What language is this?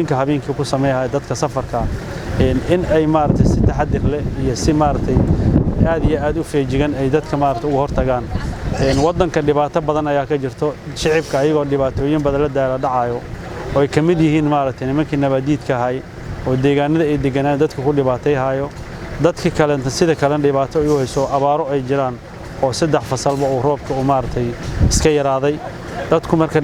Somali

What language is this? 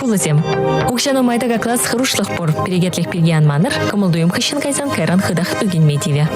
Chuvash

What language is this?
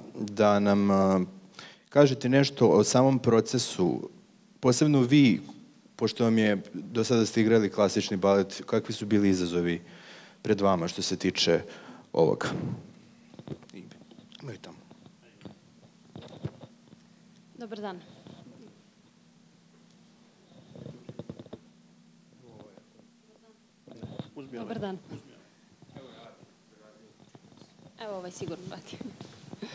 Serbian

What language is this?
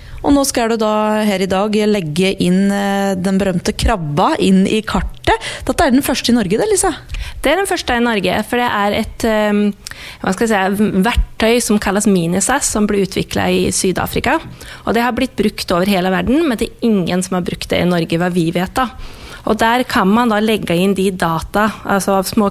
Norwegian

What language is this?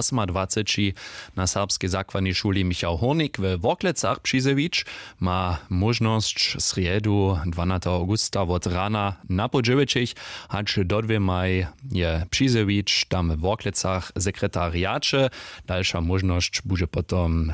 Upper Sorbian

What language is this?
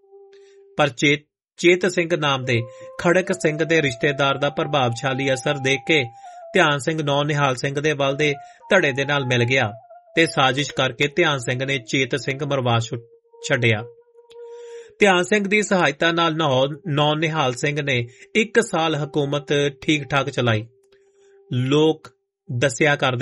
Punjabi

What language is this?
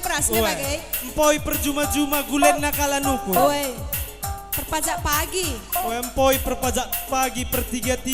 Batak Karo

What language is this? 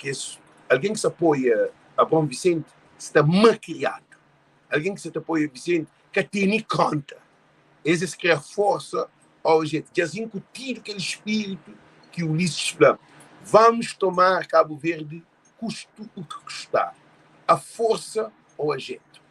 Kabuverdianu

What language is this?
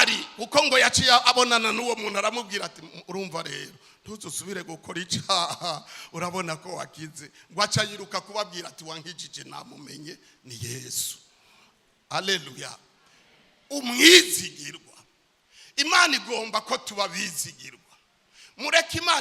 Rundi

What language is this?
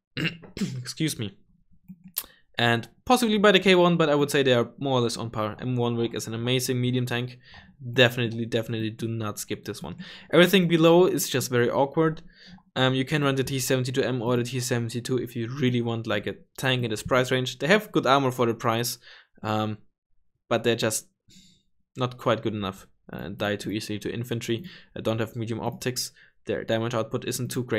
English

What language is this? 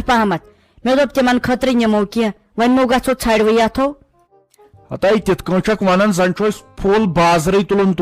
Kashmiri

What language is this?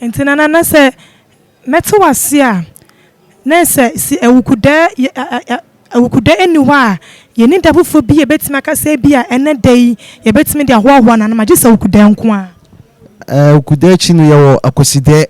Akan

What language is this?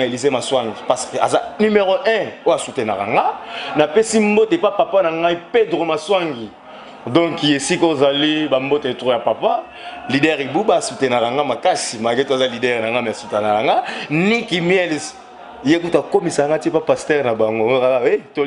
Lingala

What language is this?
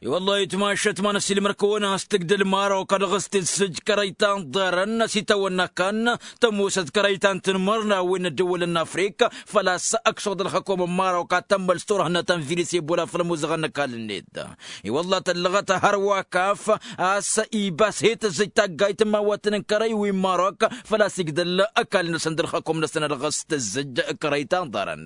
Tamasheq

